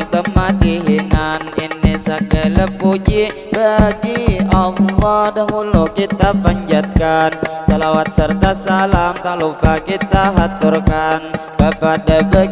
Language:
Banjar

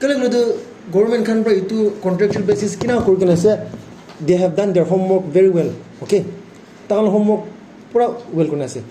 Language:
Naga Pidgin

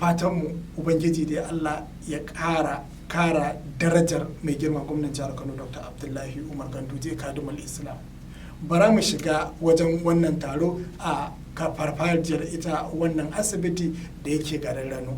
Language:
Hausa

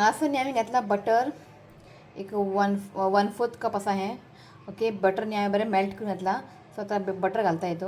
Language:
Konkani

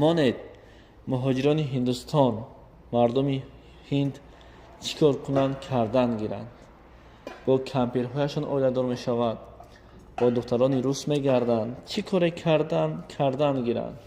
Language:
Tajik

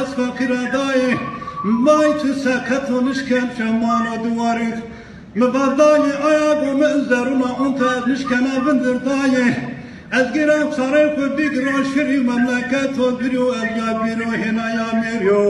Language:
Zaza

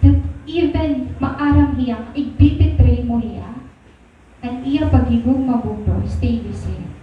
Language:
Waray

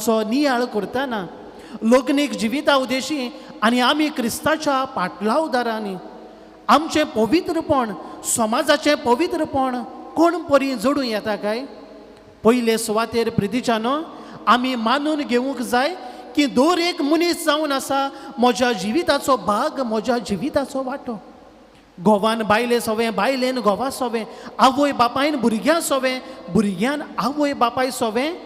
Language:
Konkani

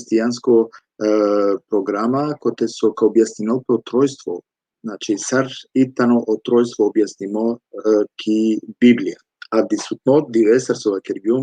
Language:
Balkan Romani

